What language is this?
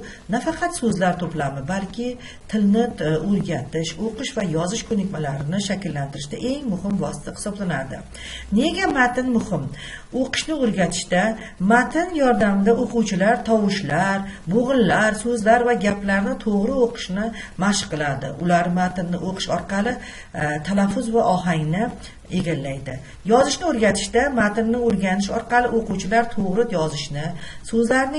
Uzbek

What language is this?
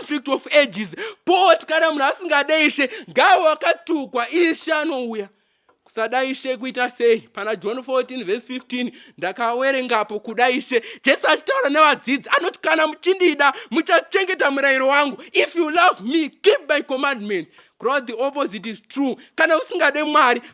Shona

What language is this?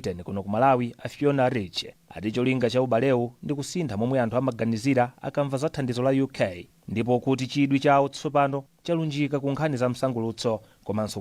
Nyanja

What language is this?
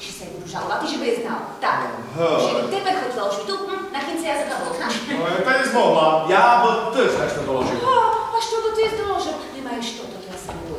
Rusyn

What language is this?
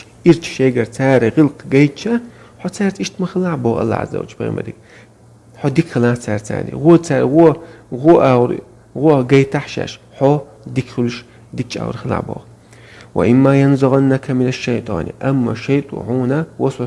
Chechen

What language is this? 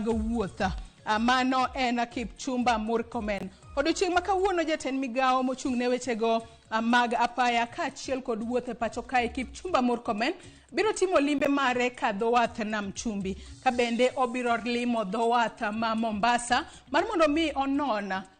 Luo (Kenya and Tanzania)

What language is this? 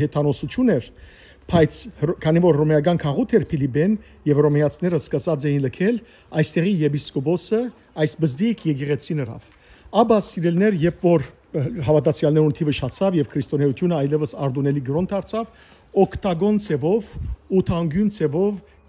Western Armenian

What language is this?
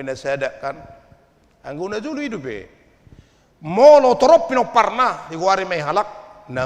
Batak Toba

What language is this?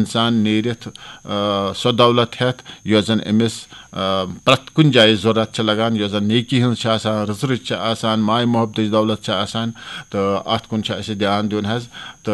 Kashmiri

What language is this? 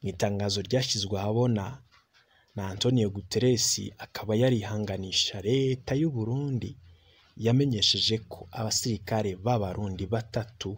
Rundi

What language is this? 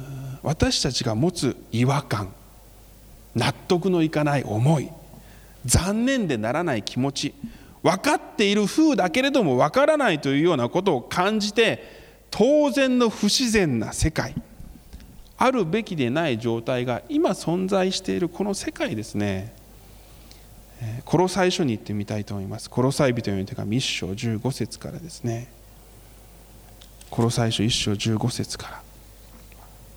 Japanese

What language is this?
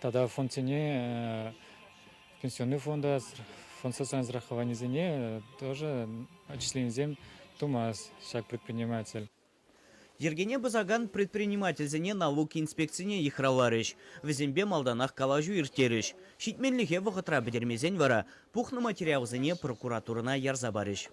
Chuvash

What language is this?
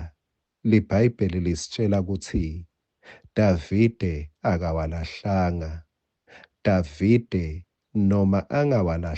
Swati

